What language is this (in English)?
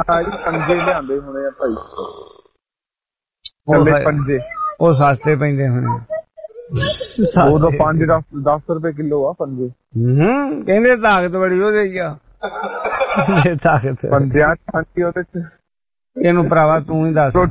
Punjabi